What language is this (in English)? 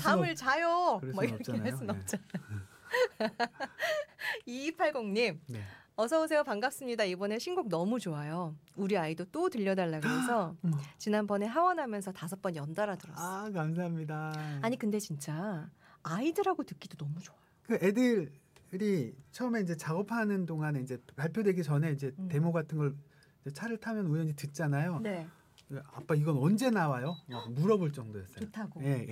Korean